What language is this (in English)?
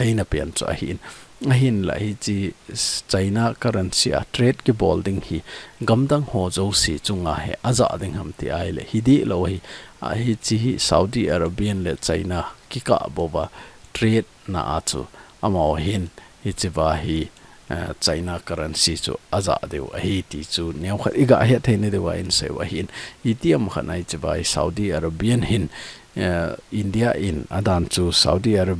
Thado Chin